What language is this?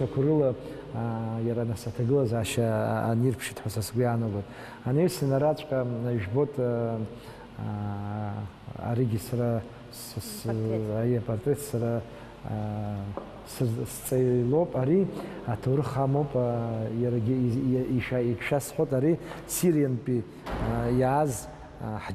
Abkhazian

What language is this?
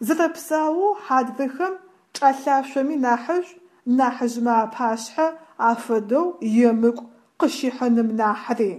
Adyghe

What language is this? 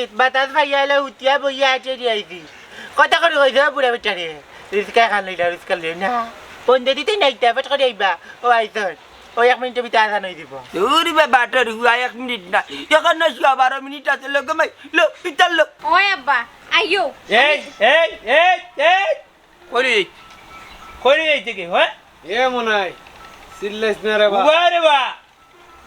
Sylheti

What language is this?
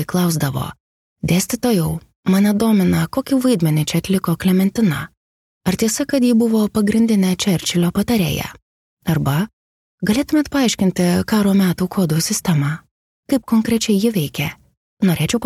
Lithuanian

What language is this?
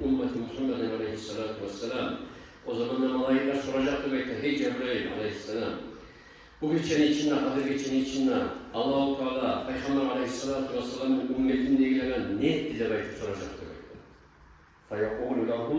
Kumyk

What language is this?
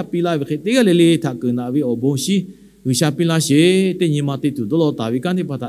Lahu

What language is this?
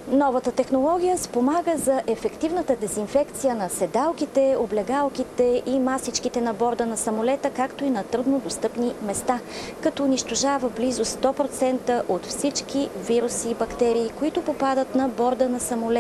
Bulgarian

